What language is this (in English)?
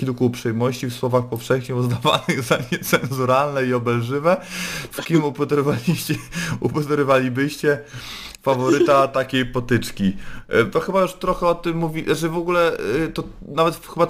Polish